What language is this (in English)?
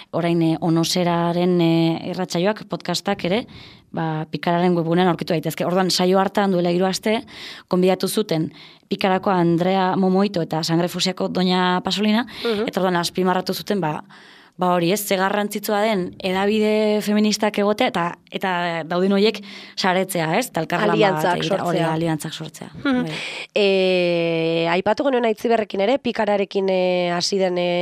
Basque